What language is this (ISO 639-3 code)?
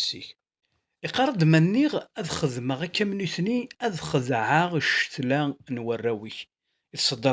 kab